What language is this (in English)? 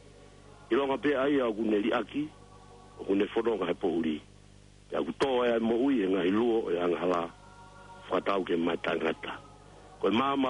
Tongan